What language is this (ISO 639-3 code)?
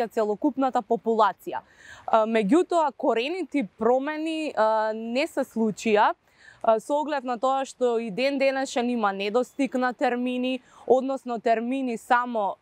mkd